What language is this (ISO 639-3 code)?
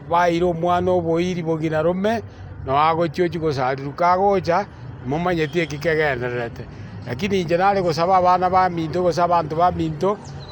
guz